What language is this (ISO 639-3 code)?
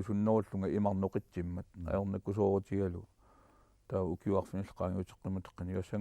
kal